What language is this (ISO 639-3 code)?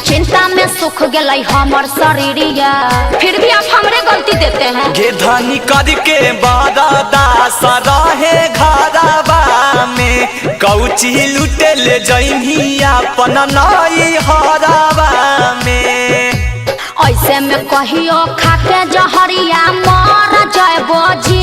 mag